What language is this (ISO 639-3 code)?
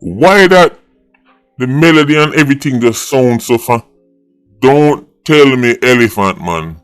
jam